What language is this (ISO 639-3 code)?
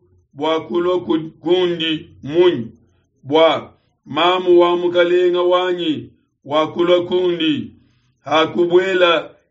lua